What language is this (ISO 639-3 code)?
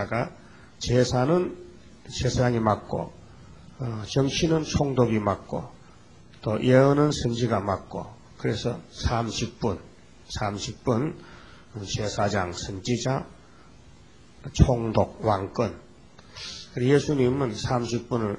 kor